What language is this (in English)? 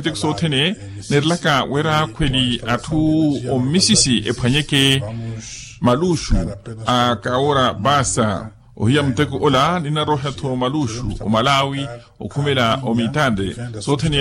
Makhuwa